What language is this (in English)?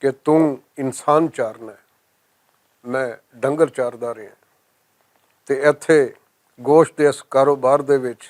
Western Panjabi